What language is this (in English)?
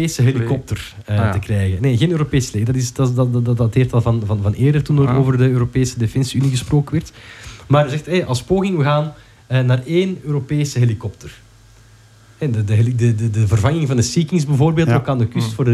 Dutch